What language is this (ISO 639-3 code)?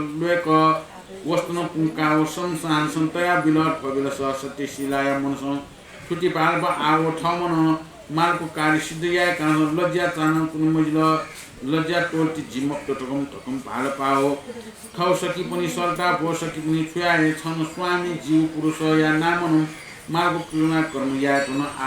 new